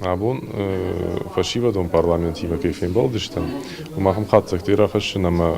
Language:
Ossetic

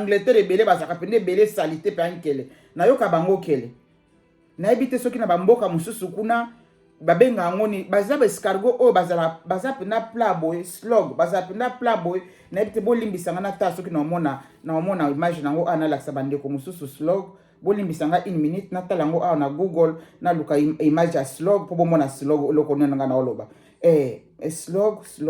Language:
Lingala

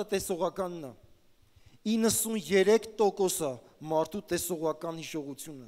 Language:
Armenian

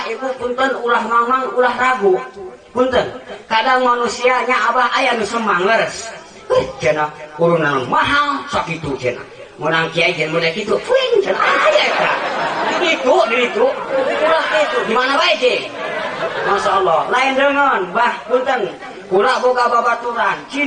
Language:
Sundanese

